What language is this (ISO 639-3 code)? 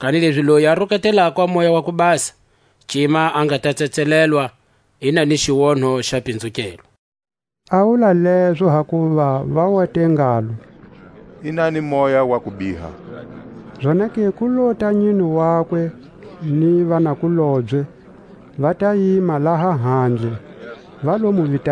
tsc